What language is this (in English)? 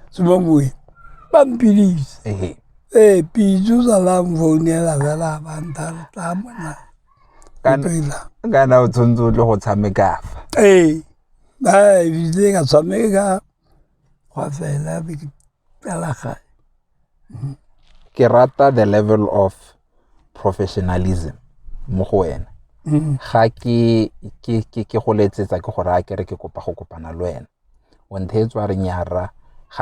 Tswana